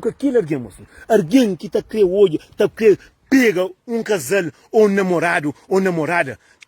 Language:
Kabuverdianu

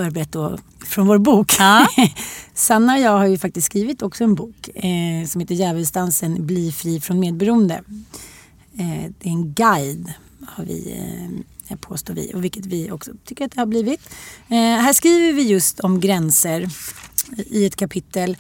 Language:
Swedish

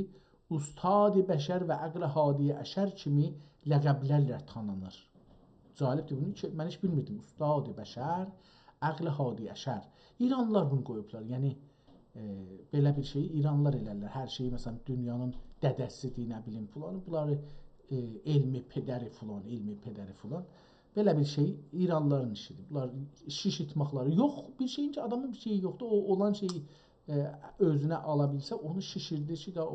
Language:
South Azerbaijani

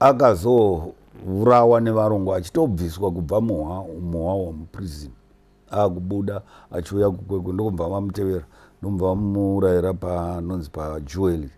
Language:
Shona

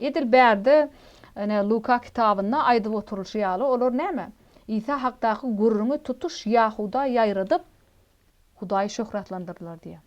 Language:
Turkmen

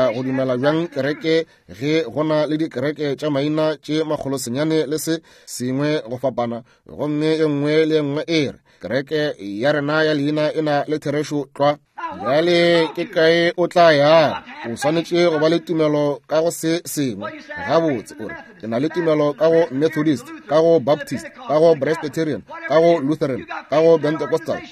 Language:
Northern Sotho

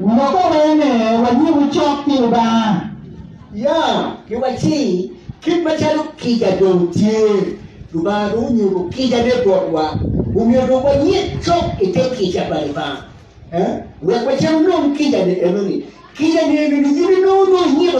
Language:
Acoli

